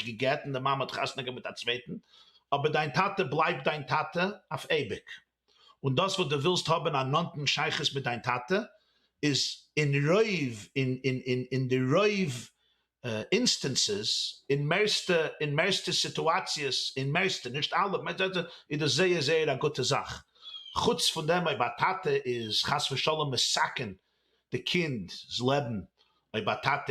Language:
Yiddish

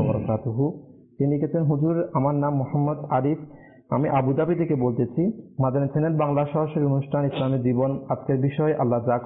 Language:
Bangla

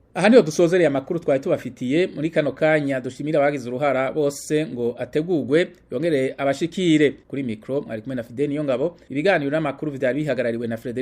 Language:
Rundi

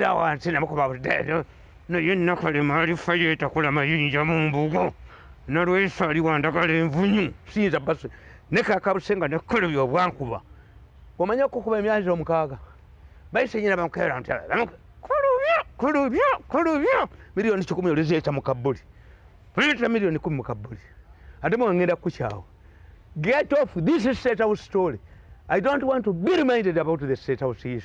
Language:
Ganda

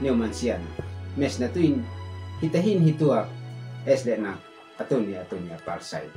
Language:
Uab Meto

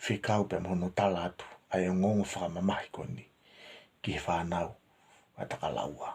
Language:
Tongan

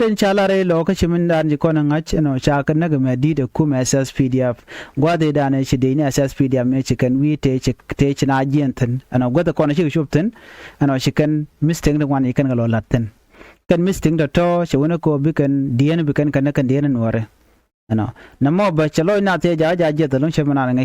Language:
Nuer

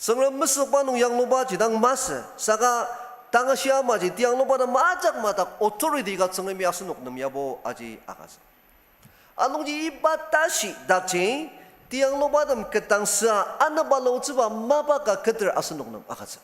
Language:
Ao Naga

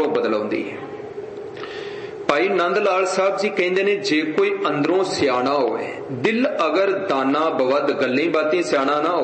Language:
Punjabi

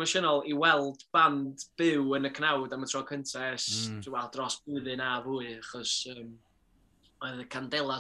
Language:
Welsh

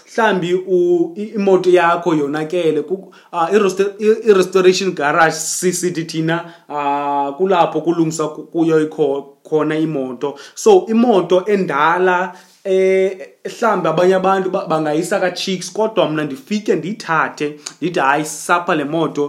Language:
Xhosa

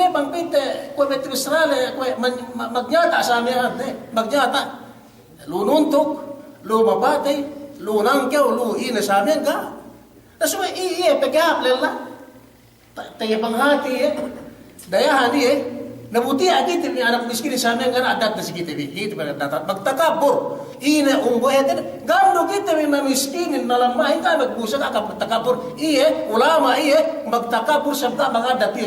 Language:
Yakan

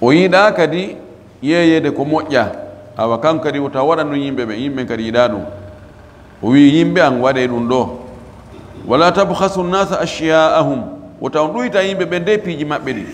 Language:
Fula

